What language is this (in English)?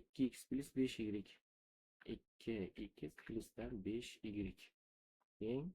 Uzbek